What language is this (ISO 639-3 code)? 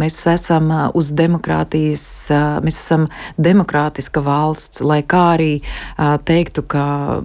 lav